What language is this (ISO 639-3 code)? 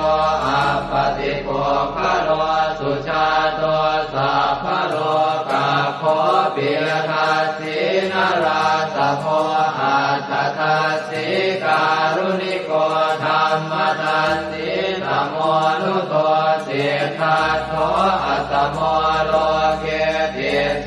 pli